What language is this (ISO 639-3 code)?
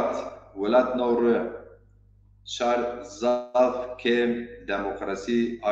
zza